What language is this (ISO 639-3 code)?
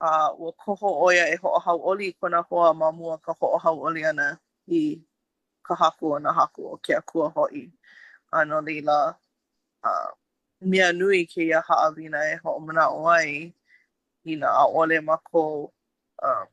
haw